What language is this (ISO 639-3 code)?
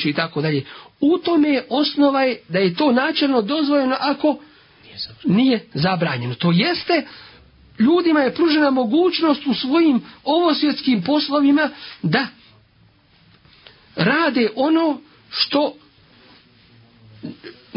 bos